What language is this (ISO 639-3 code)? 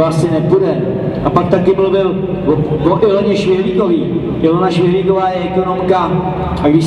ces